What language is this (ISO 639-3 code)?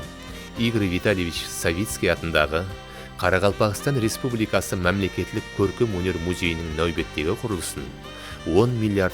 kaa